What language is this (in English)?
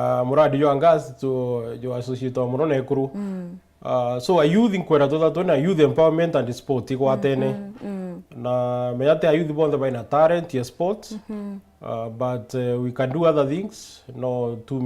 Meru